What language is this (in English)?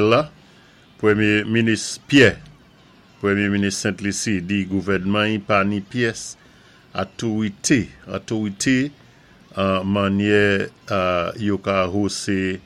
Saint Lucian Creole French